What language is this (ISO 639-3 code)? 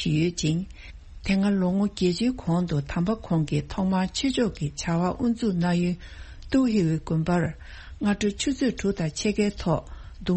bod